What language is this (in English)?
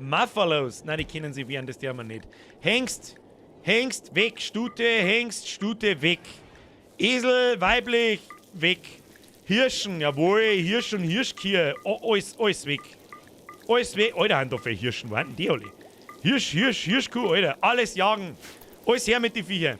Bavarian